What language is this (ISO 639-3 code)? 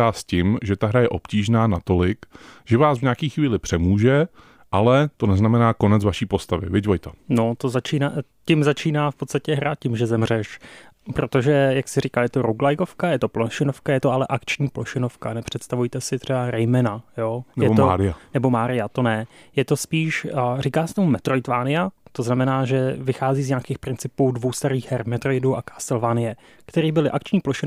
ces